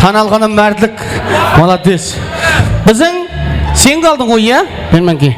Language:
Kara-Kalpak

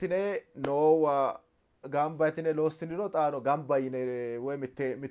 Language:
Sidamo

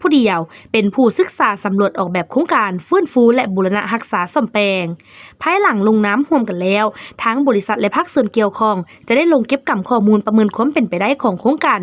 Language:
Lao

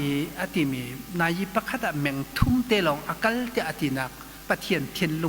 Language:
Hakha Chin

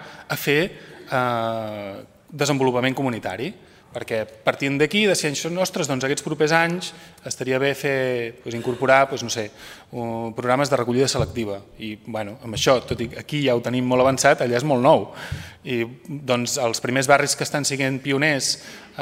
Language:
Catalan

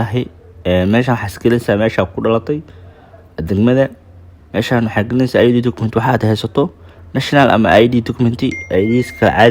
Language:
Somali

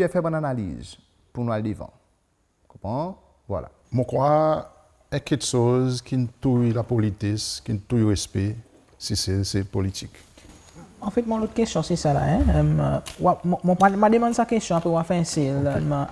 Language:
Seselwa Creole French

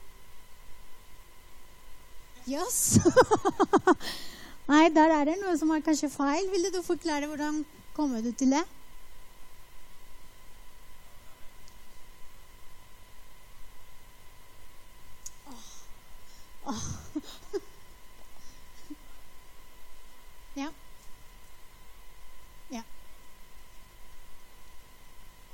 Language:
Norwegian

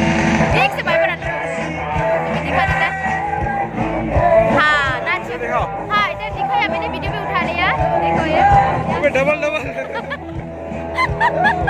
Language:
Hindi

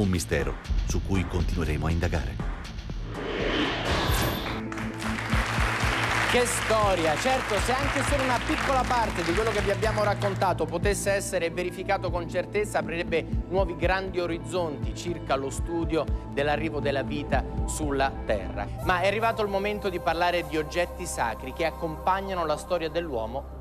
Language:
Italian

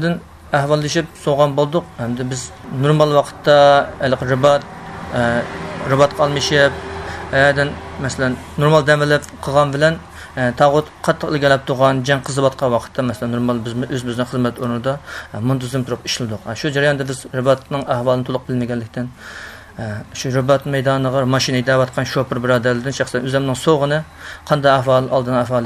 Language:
Uyghur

